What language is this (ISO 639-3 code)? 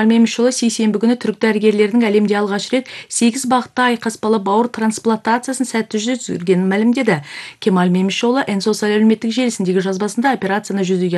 kaz